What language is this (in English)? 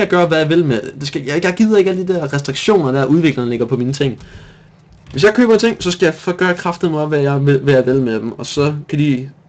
Danish